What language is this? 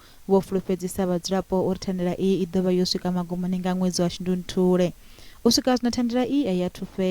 Venda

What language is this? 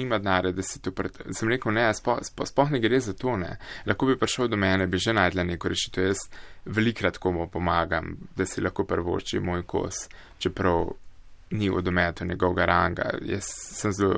Slovenian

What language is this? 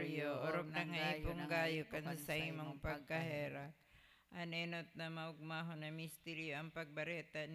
Bikol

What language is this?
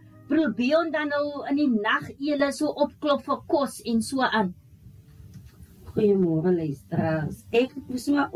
Afrikaans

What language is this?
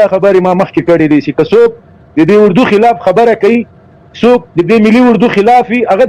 Pashto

